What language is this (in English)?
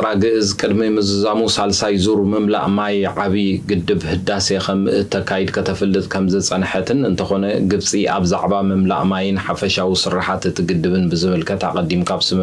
Tigrinya